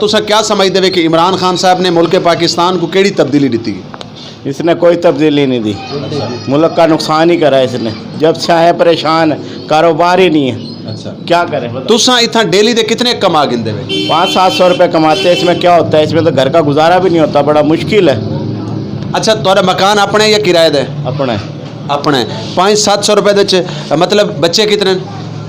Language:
Western Panjabi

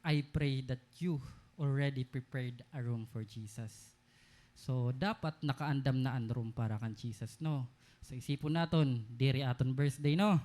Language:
Waray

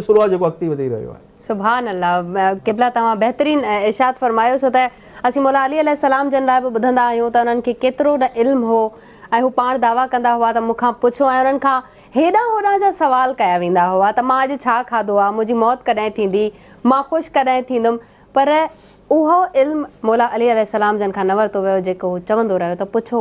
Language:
Sindhi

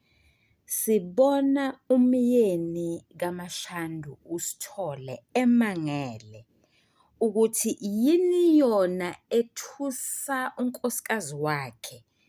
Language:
Zulu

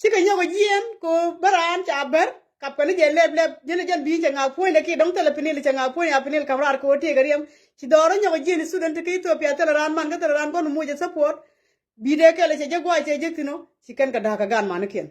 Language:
Nuer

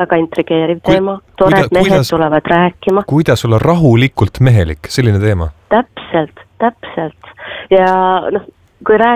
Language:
Estonian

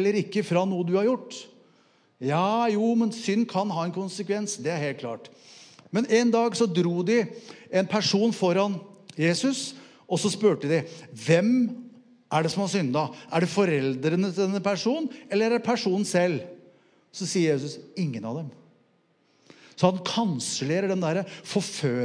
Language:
Norwegian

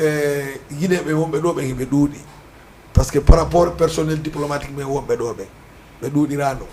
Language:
Fula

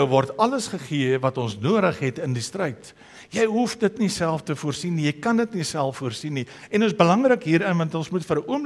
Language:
Afrikaans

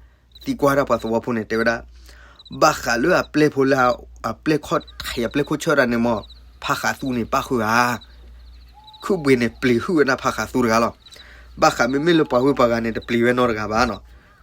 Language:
S'gaw Karen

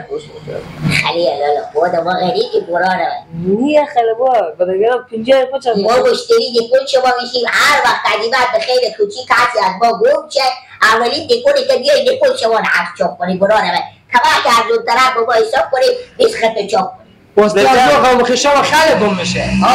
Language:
Persian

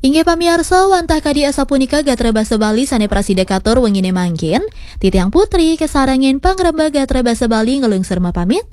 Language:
Balinese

